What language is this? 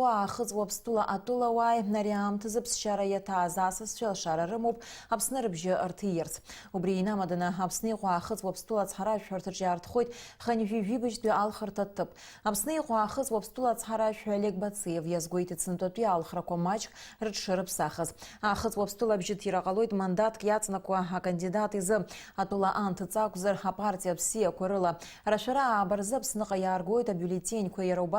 Abkhazian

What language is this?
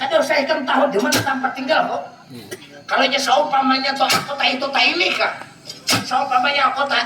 Banjar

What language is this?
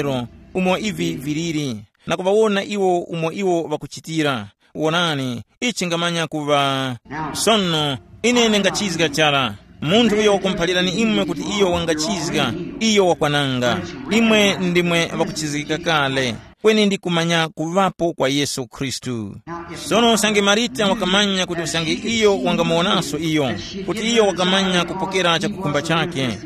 Tumbuka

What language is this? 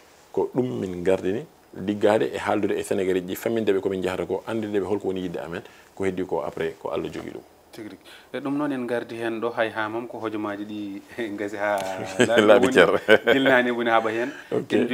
Fula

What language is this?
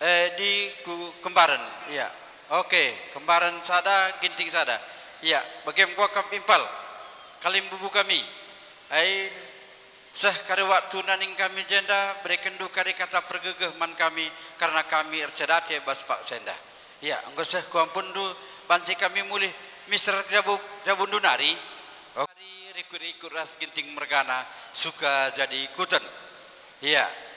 Batak Karo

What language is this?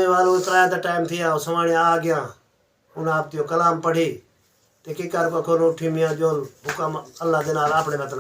Saraiki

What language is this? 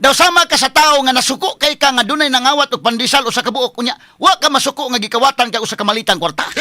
Cebuano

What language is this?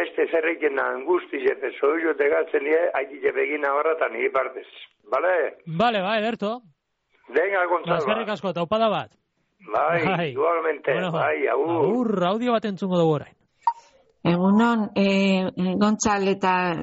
Basque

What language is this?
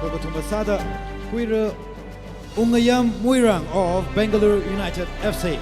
Tangkhul Naga (India)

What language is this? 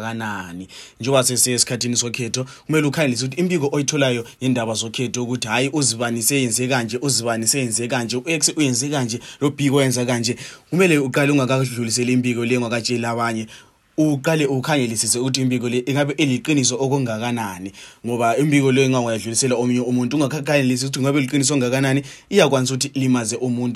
North Ndebele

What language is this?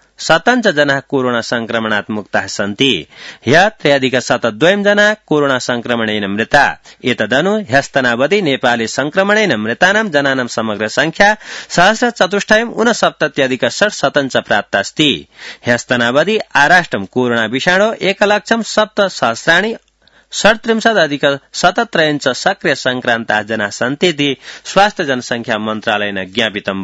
Sanskrit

